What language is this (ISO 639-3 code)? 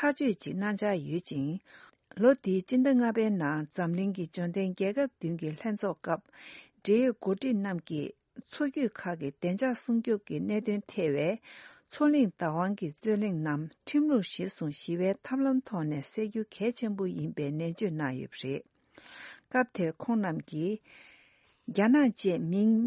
bod